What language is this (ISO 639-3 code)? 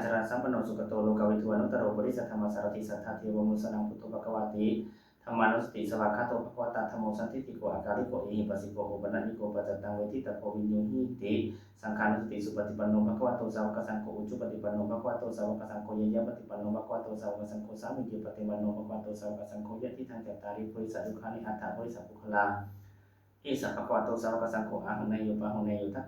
pli